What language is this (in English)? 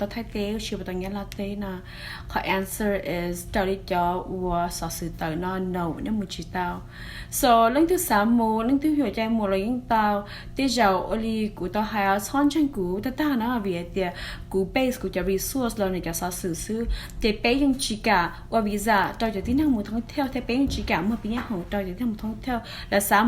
Hmong